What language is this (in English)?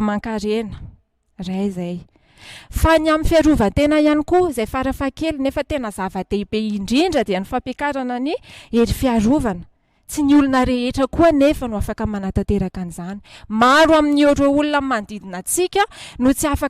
Malagasy